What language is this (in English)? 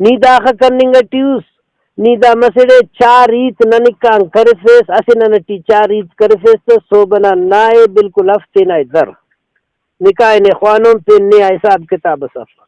Brahui